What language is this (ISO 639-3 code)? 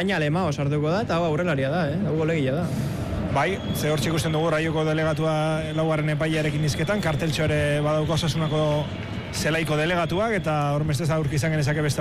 eus